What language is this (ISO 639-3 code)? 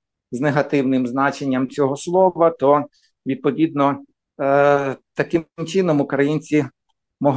ukr